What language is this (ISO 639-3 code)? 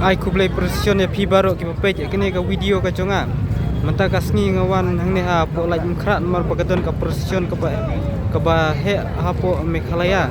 kha